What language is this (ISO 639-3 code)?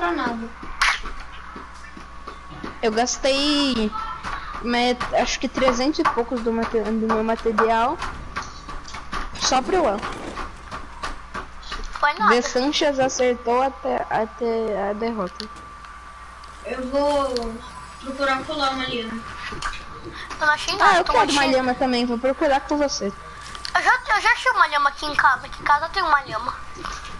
por